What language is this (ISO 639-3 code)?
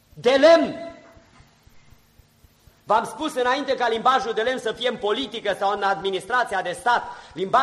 ron